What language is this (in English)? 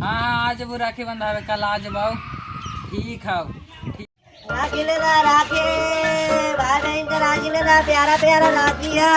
Magahi